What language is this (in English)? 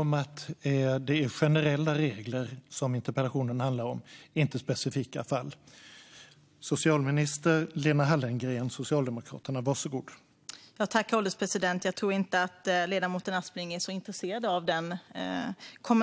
Swedish